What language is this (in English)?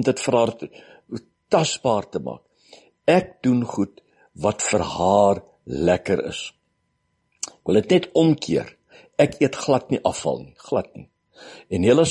Afrikaans